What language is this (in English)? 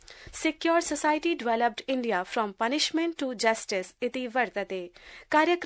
Sanskrit